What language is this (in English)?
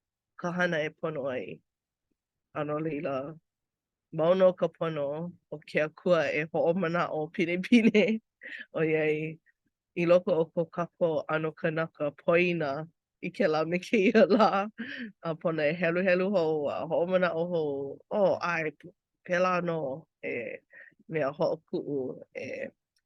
Hawaiian